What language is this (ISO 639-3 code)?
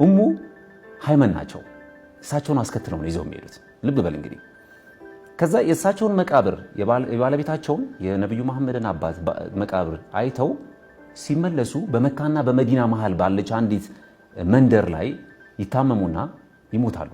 amh